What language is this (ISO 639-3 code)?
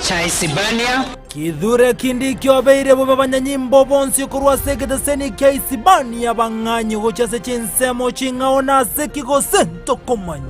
guz